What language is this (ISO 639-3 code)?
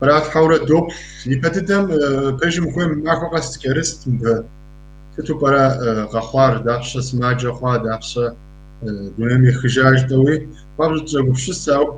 kbd